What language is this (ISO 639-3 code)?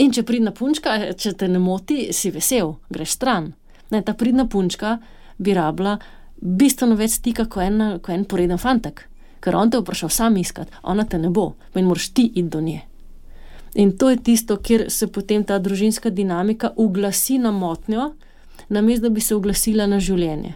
slv